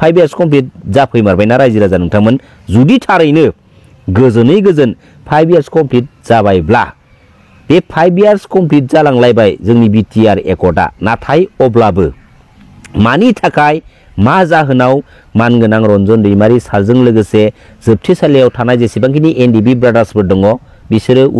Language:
Bodo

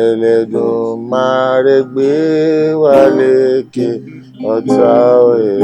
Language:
Yoruba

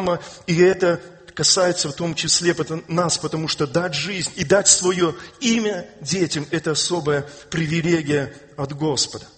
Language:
Russian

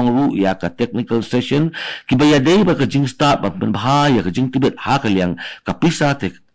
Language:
Khasi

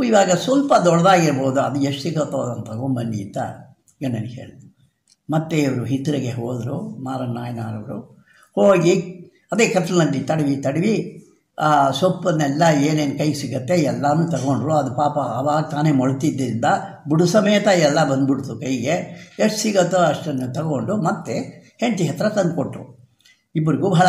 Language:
Kannada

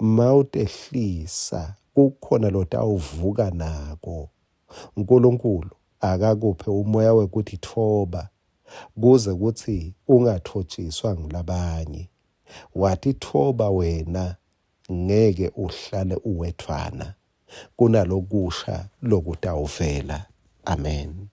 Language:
Swati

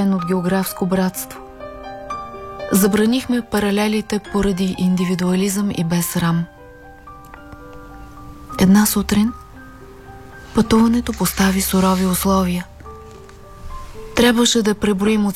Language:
Bulgarian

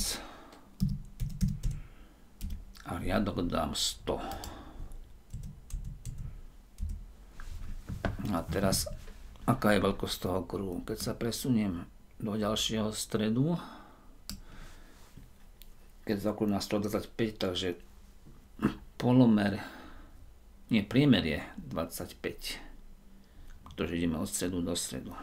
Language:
Slovak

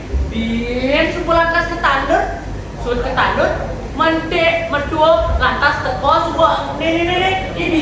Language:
Balinese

